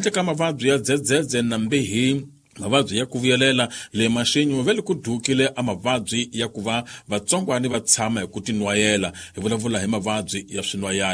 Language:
Tsonga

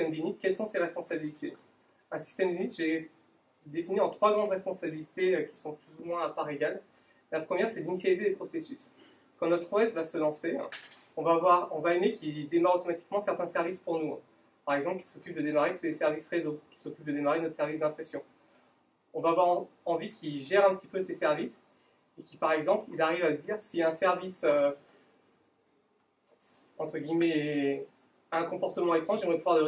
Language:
French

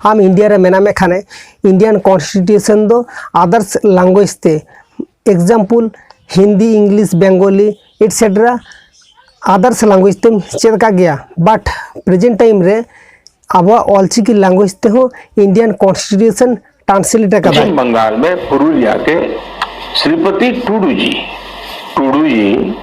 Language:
Santali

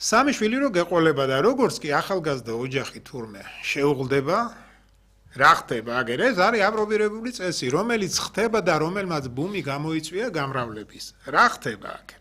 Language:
Georgian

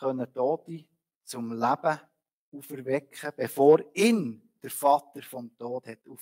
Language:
Swiss German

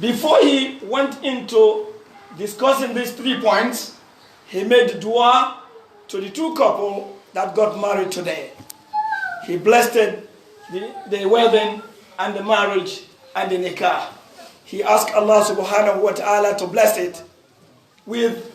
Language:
Pular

